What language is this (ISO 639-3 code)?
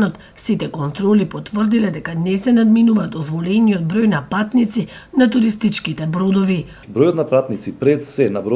mkd